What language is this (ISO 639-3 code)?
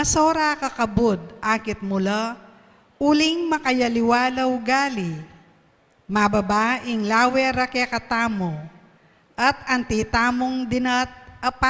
pam